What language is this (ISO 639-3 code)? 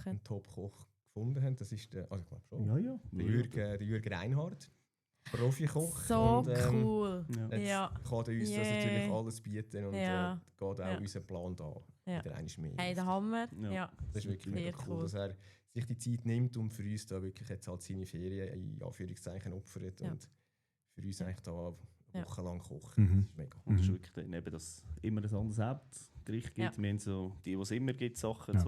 gsw